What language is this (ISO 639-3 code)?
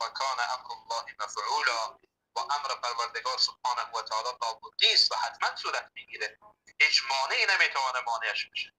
fas